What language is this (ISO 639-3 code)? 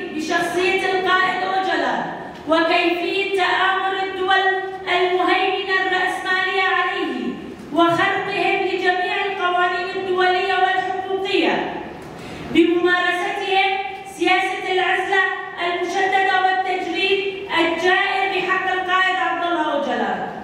kur